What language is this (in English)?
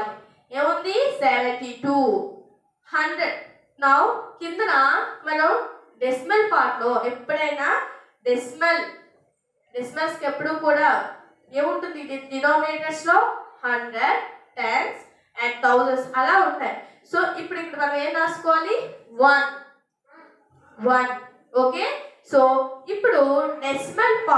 Telugu